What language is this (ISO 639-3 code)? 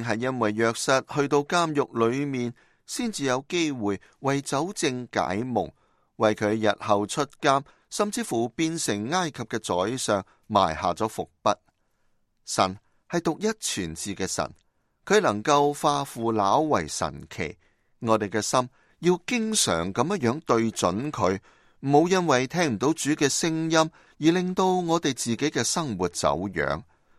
yue